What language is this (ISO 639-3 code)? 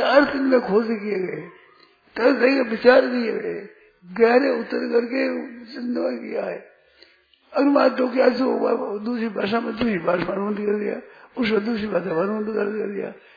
hin